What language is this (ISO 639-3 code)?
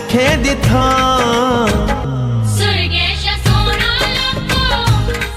doi